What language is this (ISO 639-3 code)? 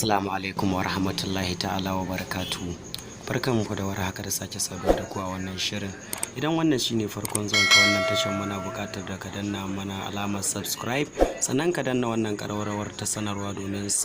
hau